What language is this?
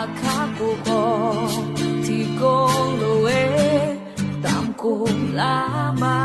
Akha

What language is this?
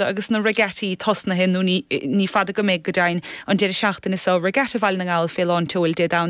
Irish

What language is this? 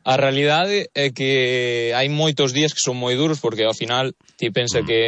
Galician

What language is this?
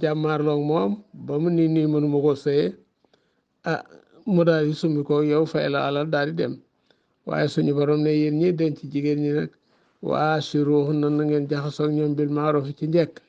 Wolof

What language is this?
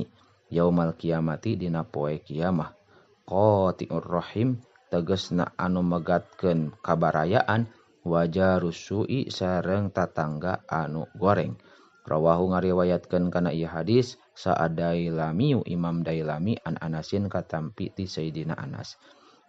Sundanese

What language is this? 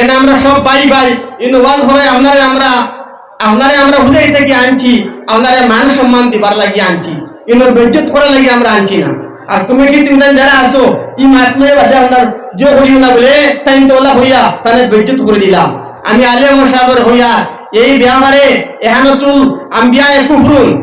Sylheti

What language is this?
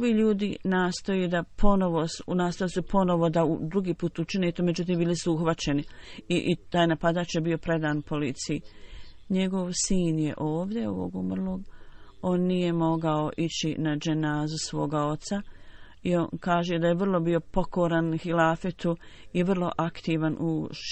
Bosnian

